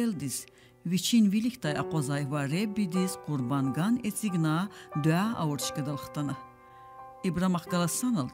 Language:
Lezghian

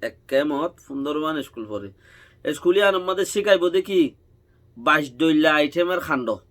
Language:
Rohingya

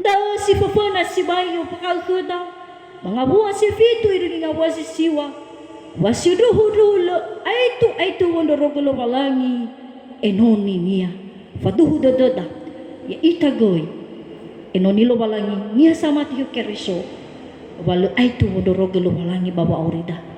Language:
Nias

